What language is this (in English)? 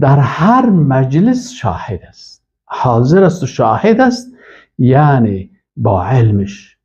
Persian